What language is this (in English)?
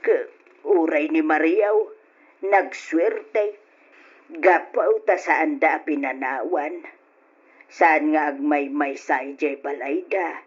Iloko